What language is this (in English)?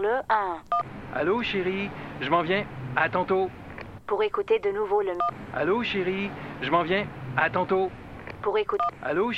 French